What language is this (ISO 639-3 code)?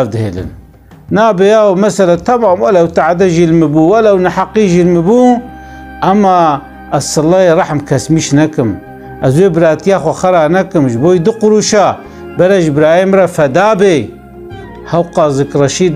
kur